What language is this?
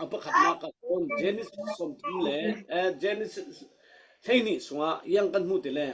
Falam Chin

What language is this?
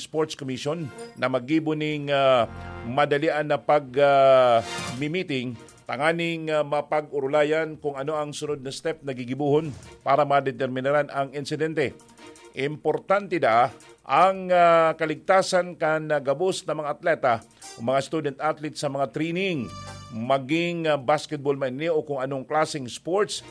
Bikol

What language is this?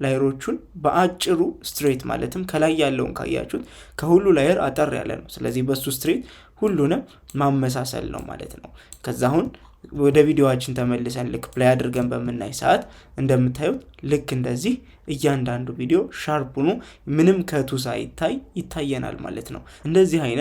Amharic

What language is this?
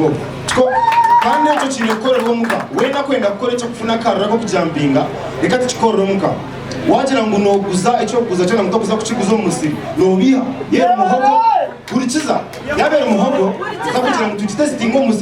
Nyankole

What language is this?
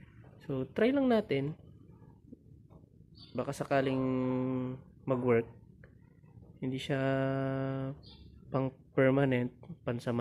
Filipino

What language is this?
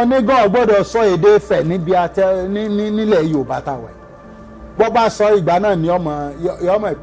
Yoruba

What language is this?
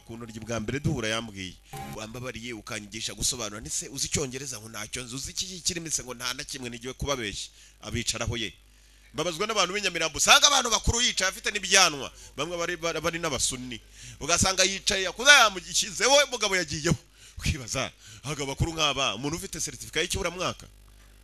Kinyarwanda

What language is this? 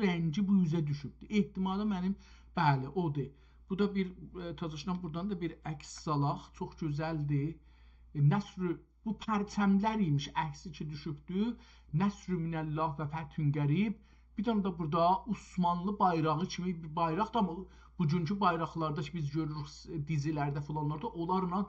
South Azerbaijani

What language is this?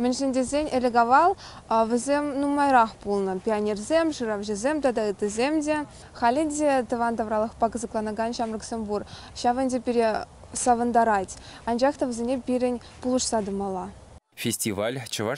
Chuvash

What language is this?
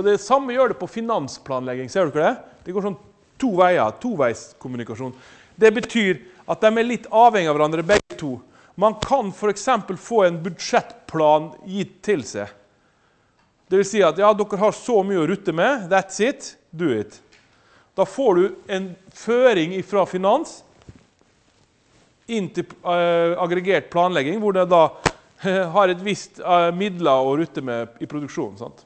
Norwegian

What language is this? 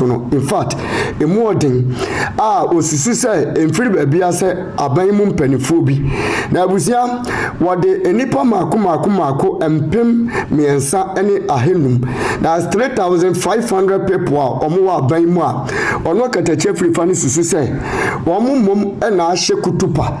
Akan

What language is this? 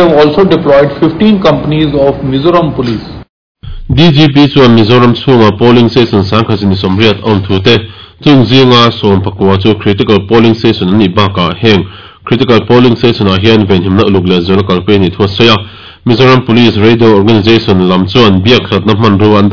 Mizo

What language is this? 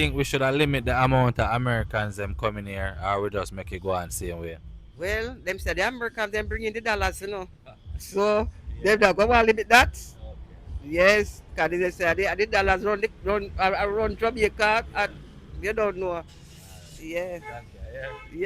Jamaican Creole English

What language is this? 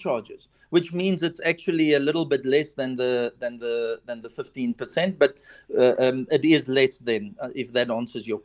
English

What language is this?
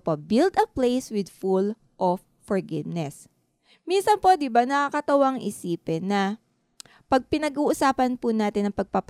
Filipino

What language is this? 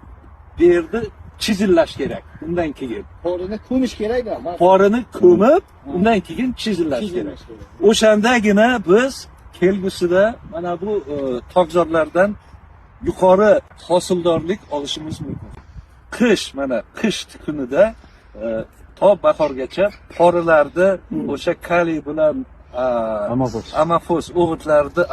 Uzbek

